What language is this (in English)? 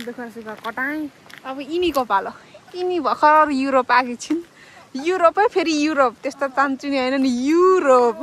Nepali